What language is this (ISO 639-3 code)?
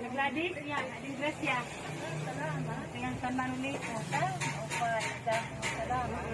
war